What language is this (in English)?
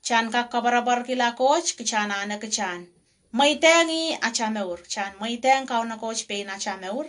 Pohnpeian